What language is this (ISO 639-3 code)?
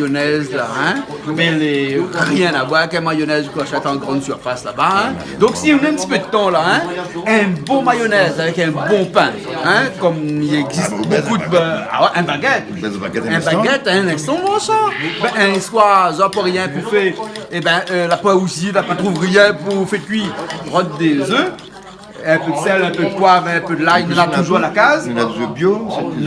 rcf